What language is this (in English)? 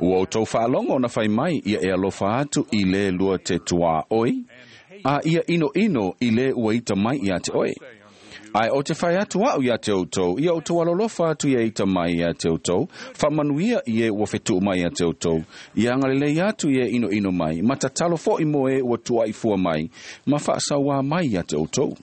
Samoan